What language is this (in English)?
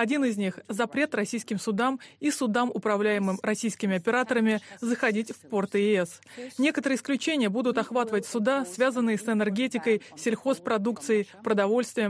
Russian